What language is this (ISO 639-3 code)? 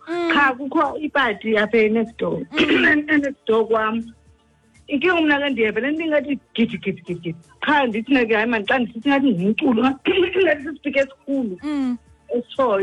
xho